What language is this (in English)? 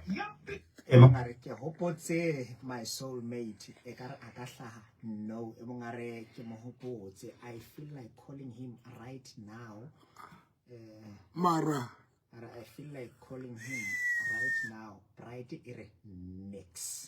Southern Sotho